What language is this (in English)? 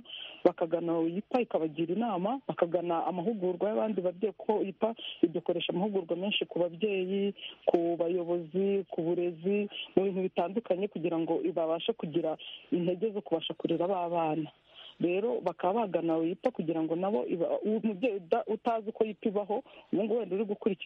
Kinyarwanda